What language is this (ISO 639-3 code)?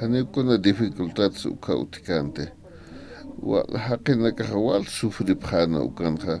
aym